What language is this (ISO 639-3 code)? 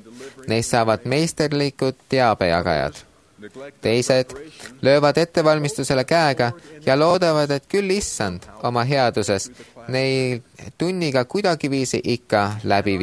est